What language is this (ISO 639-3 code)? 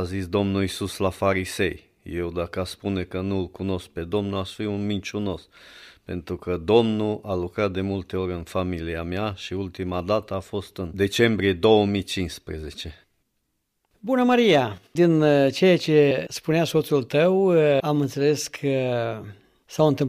ron